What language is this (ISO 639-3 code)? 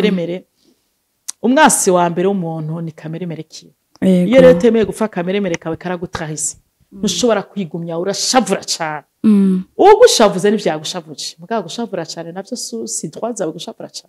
run